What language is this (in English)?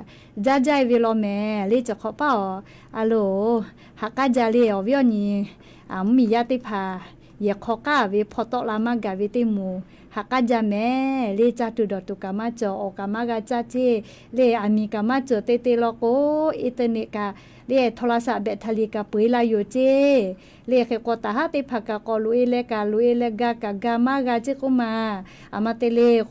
Lahu